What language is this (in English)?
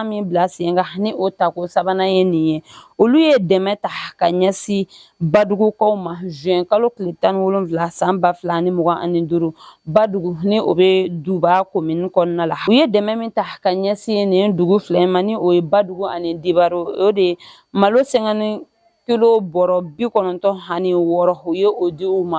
Bambara